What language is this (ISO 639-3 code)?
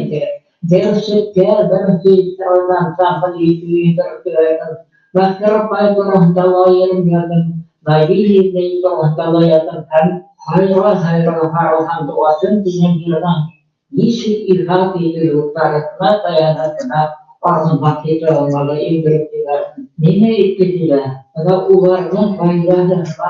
bak